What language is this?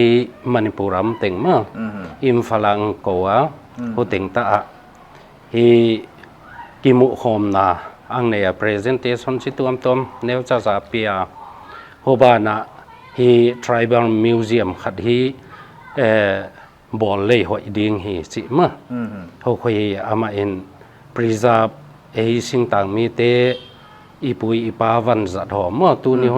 Paite Chin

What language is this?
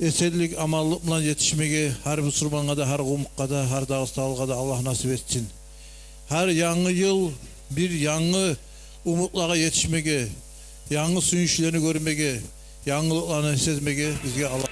Kumyk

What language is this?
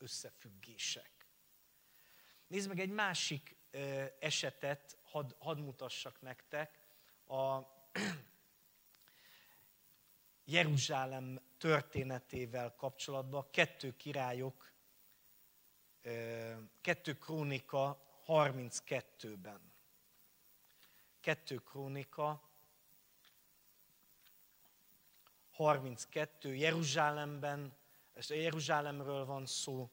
Hungarian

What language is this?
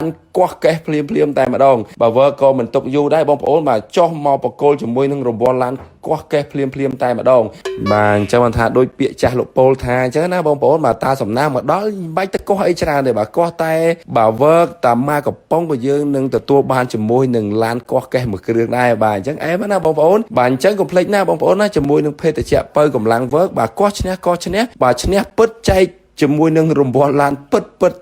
Khmer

